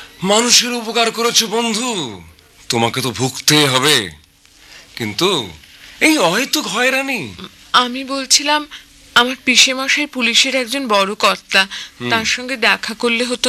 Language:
Bangla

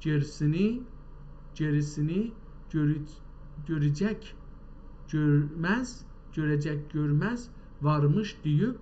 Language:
South Azerbaijani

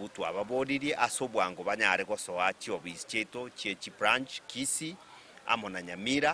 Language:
Gusii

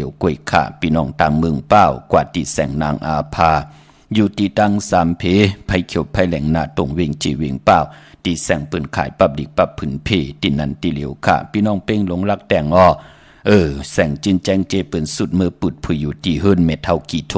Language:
Shan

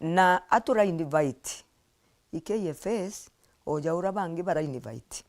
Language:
Meru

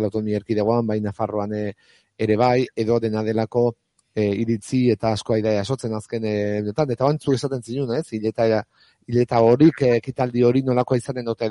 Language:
Basque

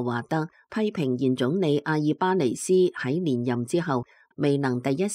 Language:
Cantonese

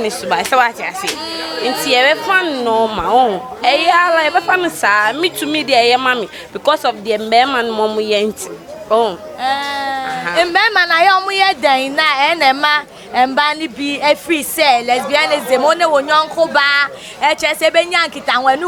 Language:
Akan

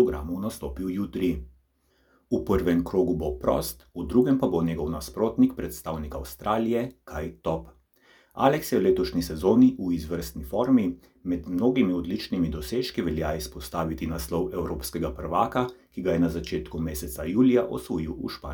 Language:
Slovenian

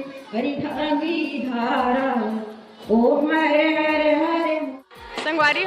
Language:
Chhattisgarhi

